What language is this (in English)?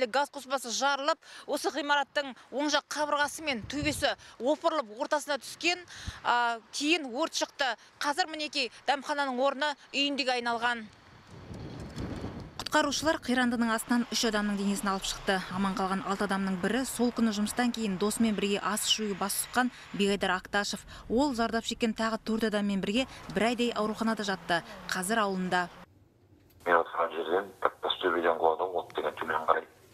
Kazakh